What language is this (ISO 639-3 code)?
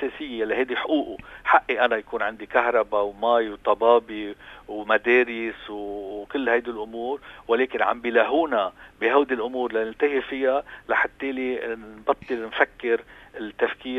apc